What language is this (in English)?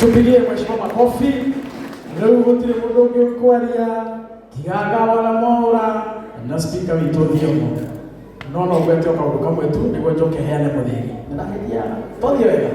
Kikuyu